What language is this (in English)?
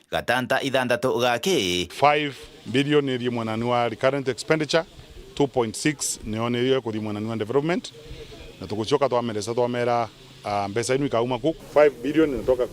Meru